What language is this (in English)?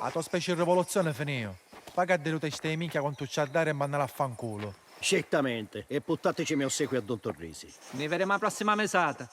Sicilian